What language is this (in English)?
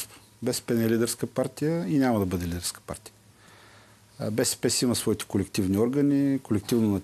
Bulgarian